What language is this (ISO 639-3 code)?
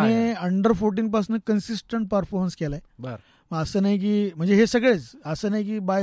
mar